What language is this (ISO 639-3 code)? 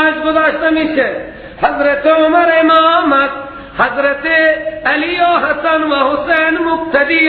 fas